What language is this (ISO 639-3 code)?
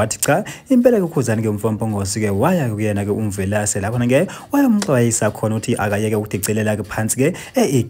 zul